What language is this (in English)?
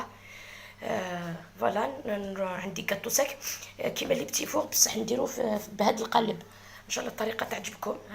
Algerian Arabic